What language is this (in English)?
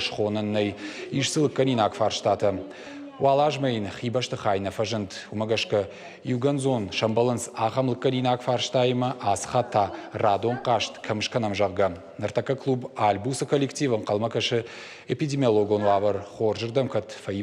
Ossetic